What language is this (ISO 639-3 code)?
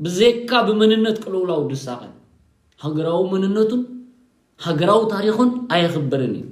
tir